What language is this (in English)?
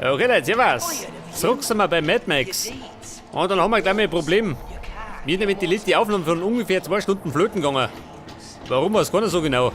Bavarian